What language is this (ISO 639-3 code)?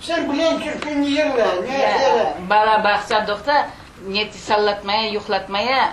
crh